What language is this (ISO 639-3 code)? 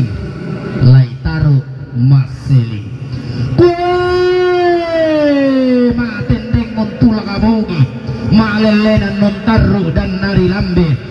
sda